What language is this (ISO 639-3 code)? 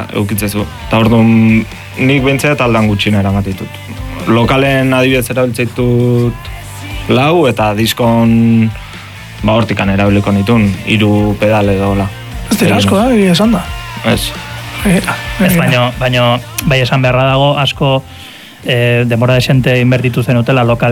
eus